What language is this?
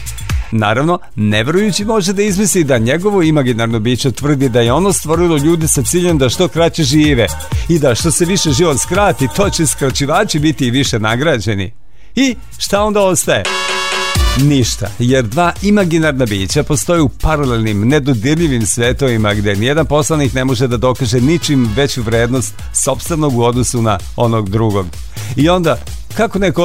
Serbian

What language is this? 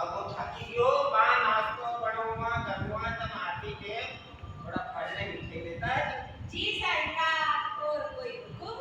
Rajasthani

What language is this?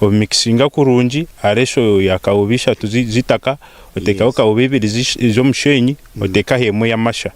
Nyankole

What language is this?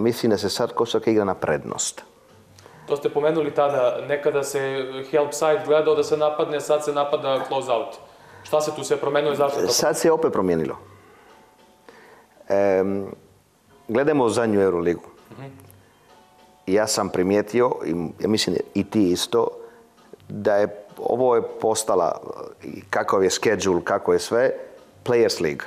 Croatian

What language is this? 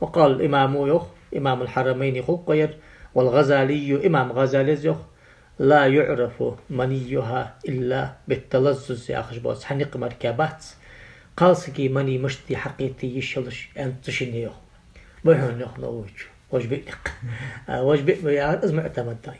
Ingush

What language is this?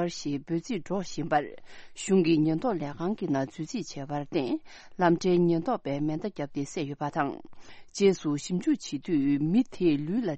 Tibetan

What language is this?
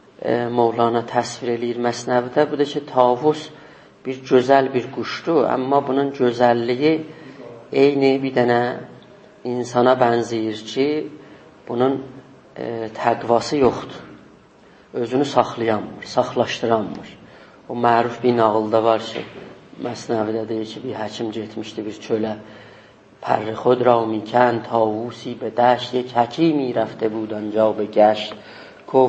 South Azerbaijani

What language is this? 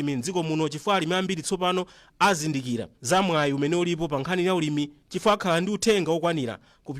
Nyanja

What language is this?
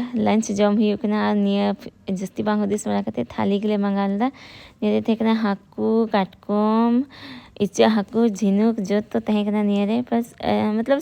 Santali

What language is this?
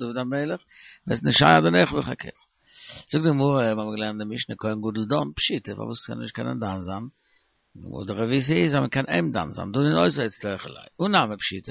Yiddish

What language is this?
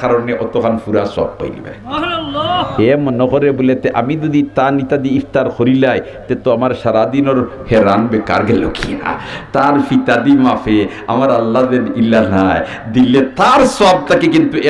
Sylheti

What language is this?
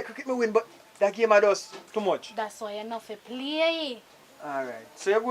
Jamaican Creole English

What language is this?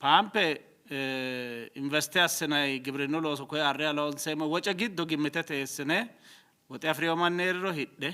Sidamo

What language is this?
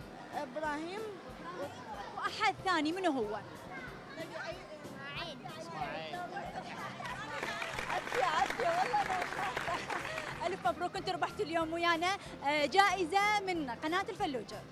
Mesopotamian Arabic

